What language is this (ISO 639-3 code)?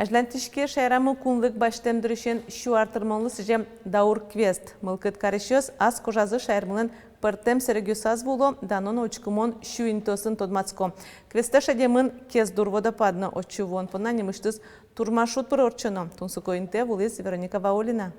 udm